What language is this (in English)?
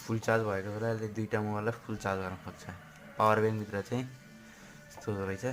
Nepali